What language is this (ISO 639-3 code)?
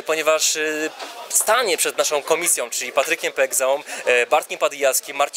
pol